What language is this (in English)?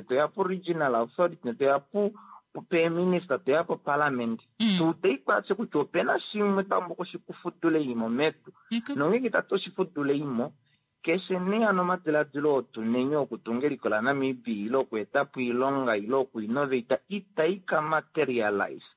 Kuanyama